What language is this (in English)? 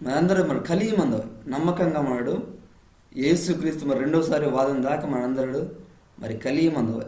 Koya